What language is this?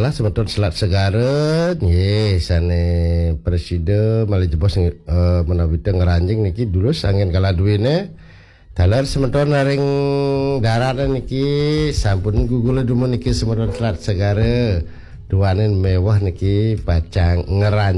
Balinese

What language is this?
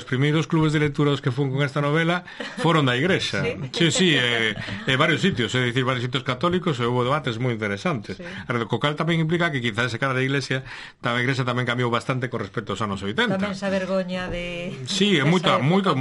Galician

